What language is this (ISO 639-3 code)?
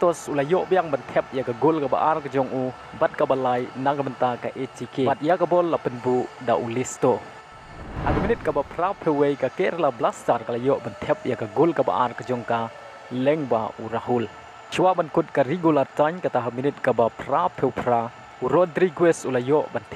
kha